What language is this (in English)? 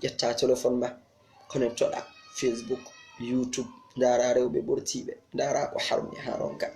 Fula